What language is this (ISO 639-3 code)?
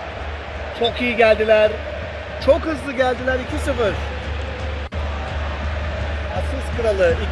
tur